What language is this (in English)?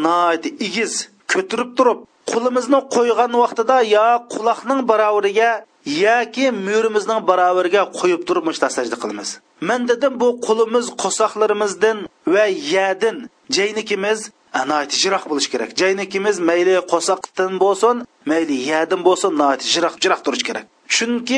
Uyghur